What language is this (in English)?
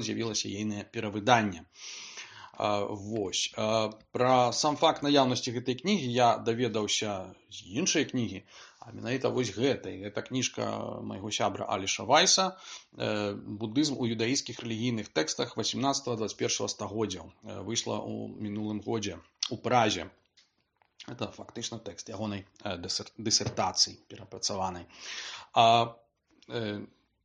Belarusian